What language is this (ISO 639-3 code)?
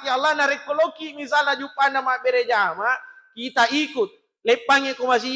bug